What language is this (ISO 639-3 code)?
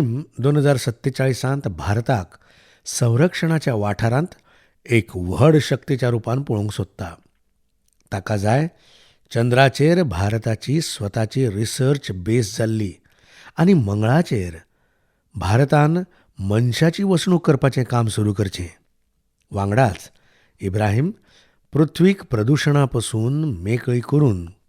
kok